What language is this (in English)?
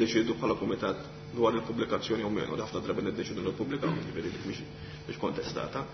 Maltese